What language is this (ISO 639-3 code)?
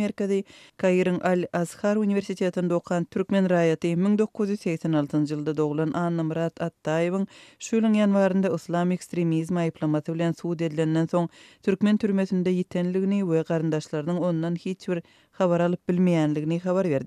tuk